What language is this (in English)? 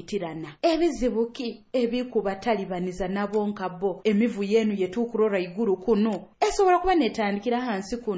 Nyoro